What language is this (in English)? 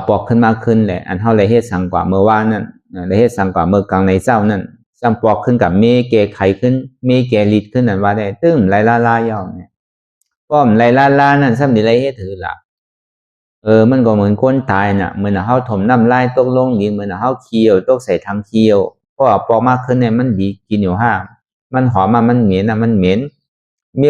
Shan